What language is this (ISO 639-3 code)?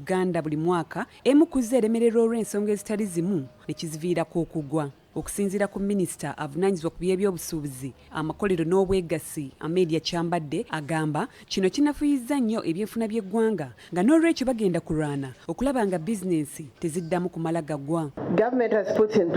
lug